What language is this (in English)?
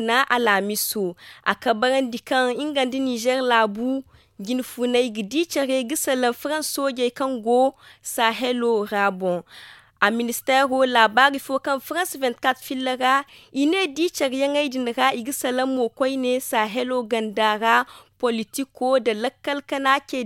Zarma